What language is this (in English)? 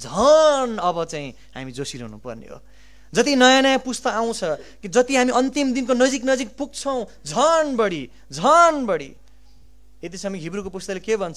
Nepali